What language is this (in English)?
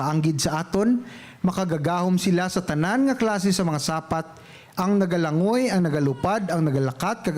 Hiligaynon